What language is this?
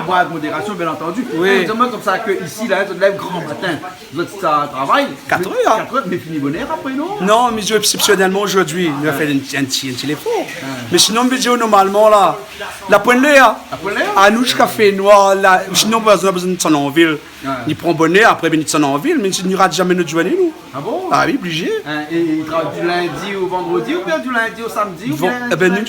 Réunion Creole French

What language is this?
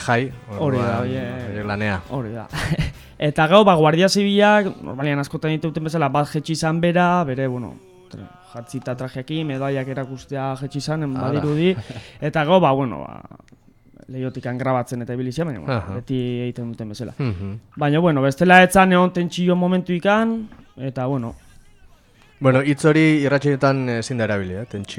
Basque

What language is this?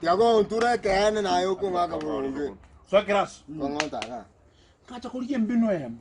Gusii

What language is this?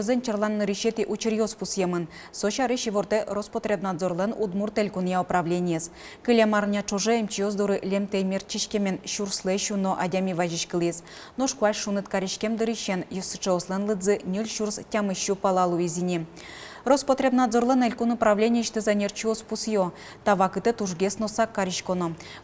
Udmurt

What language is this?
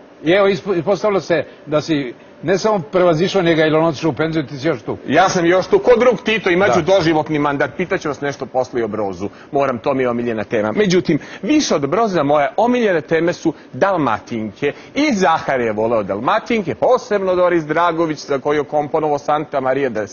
Serbian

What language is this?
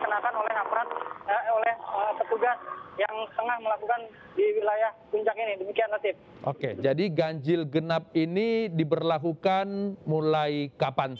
Indonesian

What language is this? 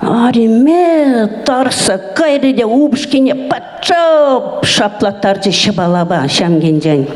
Chuvash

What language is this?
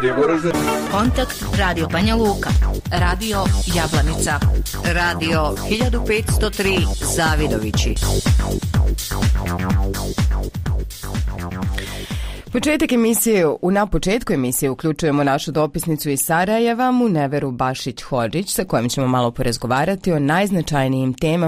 Bosnian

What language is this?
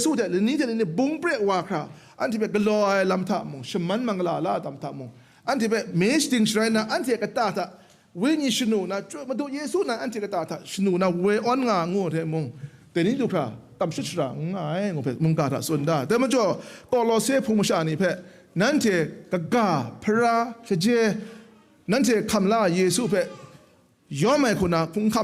Kachin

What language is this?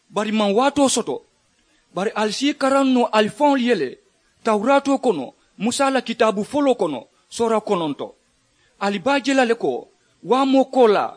Mandingo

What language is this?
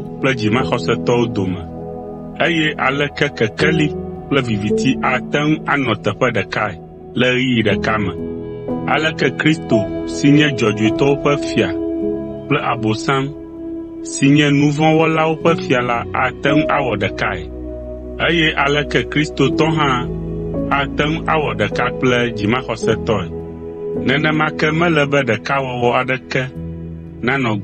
Ewe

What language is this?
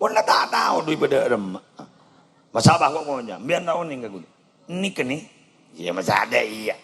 Madurese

